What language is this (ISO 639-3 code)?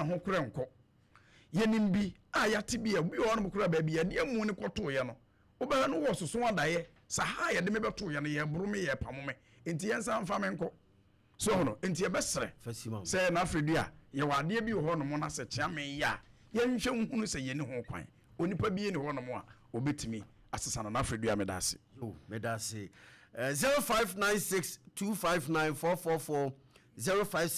aka